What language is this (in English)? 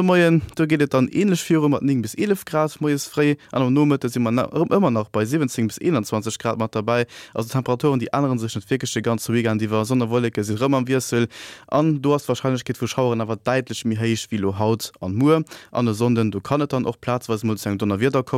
Luxembourgish